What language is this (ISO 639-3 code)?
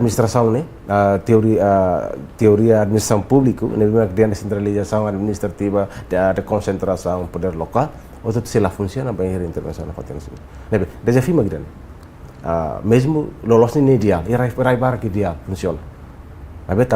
tet